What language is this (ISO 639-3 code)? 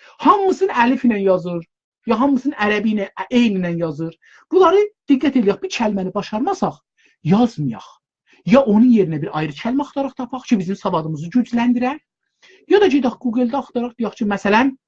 azb